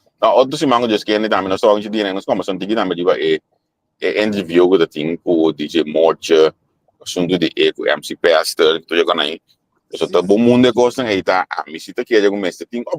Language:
Papiamento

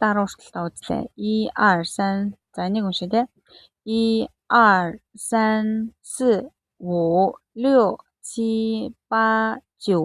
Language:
Mongolian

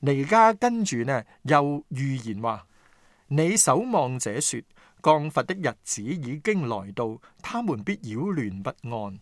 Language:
Cantonese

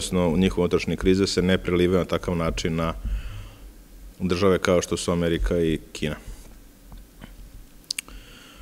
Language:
Serbian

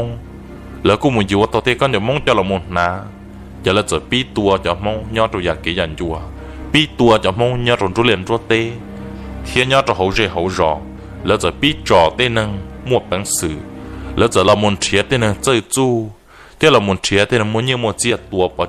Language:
Hmong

